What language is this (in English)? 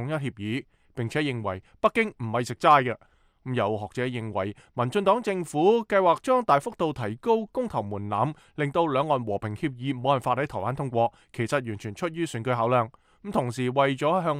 Cantonese